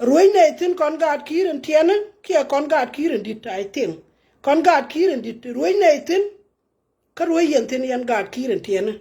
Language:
Nuer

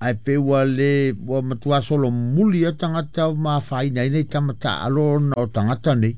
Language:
Samoan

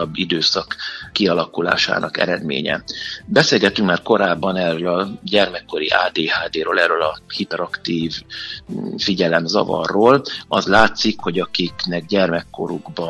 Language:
Hungarian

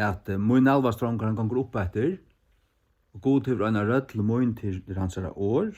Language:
Faroese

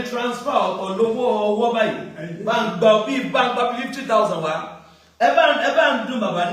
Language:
Yoruba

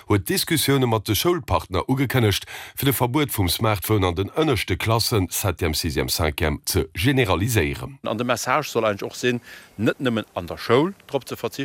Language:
Luxembourgish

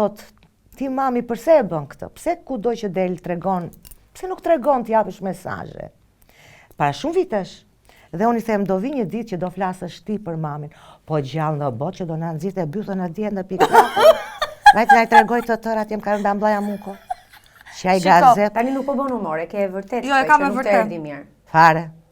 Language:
Albanian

